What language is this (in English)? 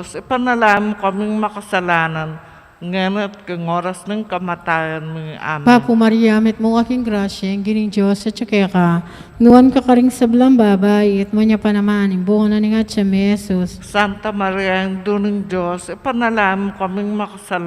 Pampanga